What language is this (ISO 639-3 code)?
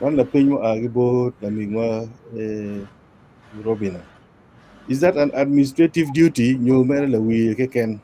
ach